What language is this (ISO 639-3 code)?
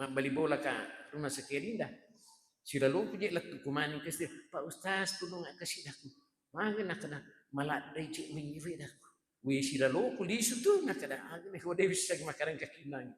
bug